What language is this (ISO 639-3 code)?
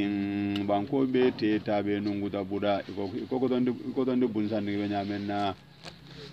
hau